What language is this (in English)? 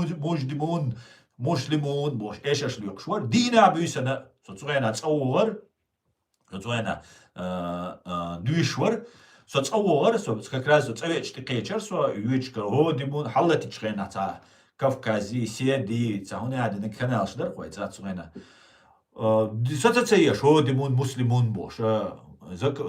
Chechen